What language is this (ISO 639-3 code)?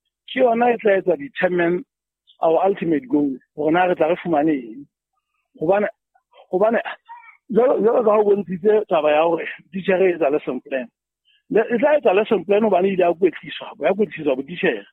sot